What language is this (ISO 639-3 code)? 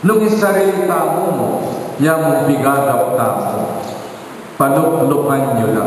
pam